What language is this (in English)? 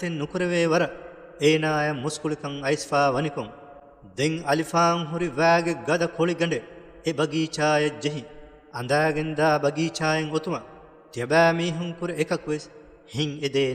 Divehi